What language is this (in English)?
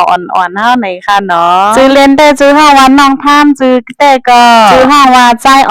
Shan